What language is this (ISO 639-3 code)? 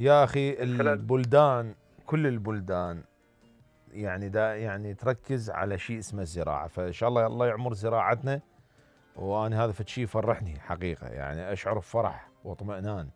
acm